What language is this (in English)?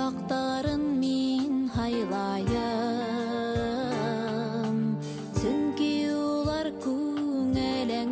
Bashkir